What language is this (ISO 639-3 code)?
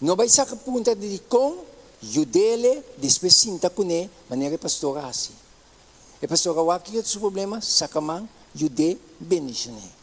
pap